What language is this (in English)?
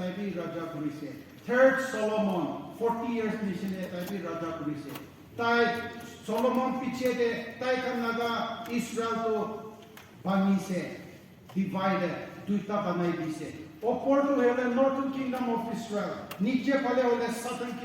Naga Pidgin